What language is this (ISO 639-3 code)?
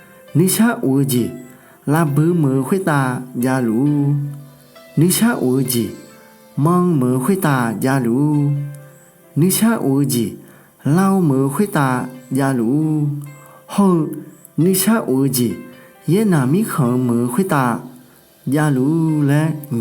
ahk